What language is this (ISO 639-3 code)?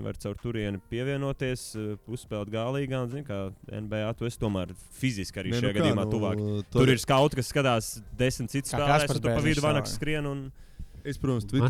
lav